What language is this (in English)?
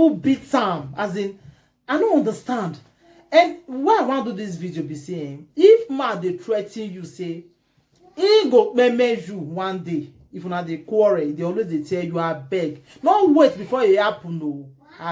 Nigerian Pidgin